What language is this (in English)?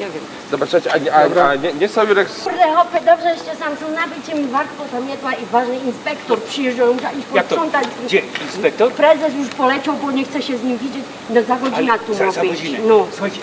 Silesian